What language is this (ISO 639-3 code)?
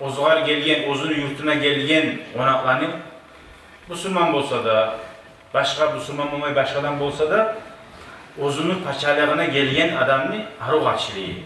kum